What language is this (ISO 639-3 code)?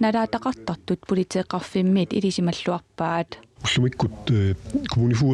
kal